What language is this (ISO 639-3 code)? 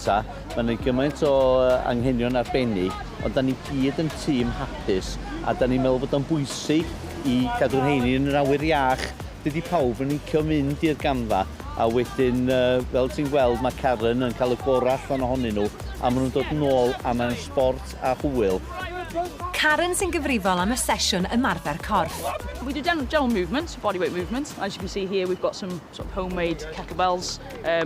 cym